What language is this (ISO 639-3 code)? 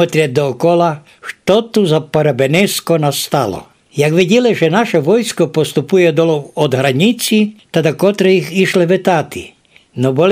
rue